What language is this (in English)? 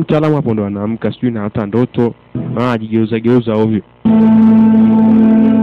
Swahili